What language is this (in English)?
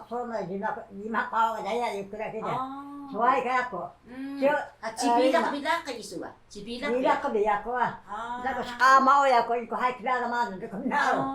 Taroko